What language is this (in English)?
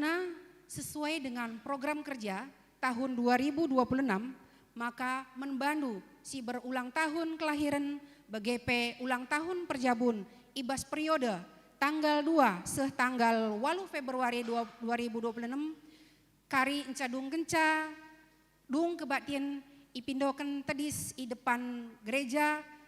Batak Karo